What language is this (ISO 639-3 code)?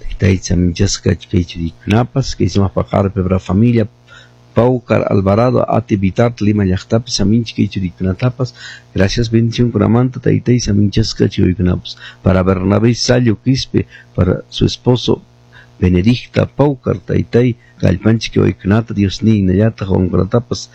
que